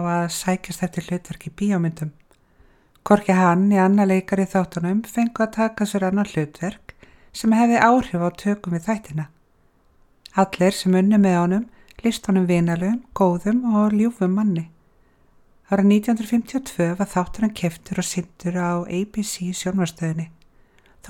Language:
Icelandic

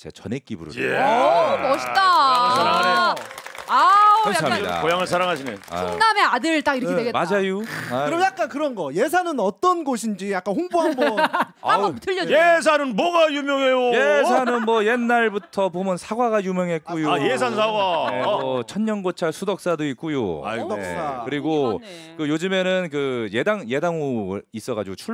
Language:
Korean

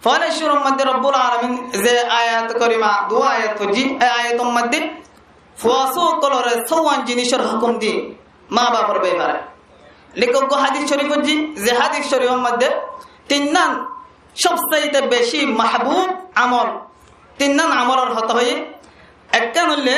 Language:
Rohingya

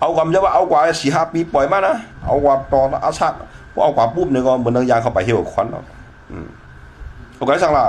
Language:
Shan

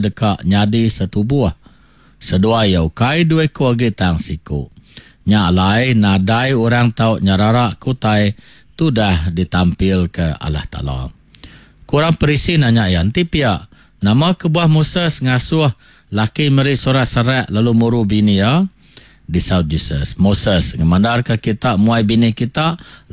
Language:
Iban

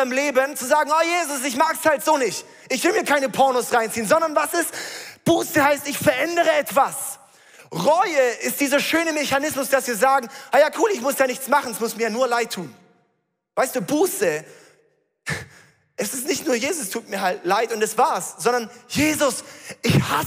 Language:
Swiss German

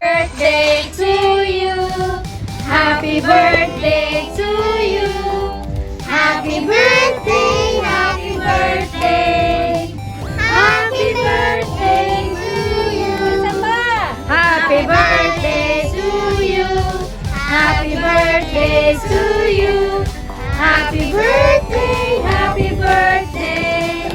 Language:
Hiligaynon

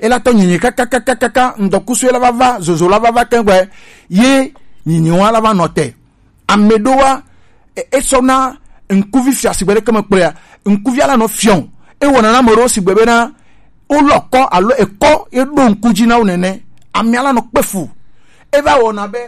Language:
Gen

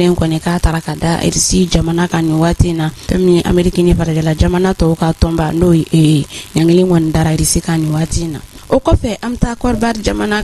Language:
Bambara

